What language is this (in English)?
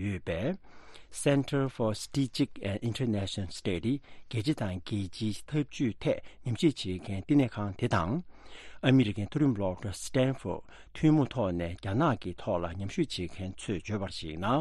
Tibetan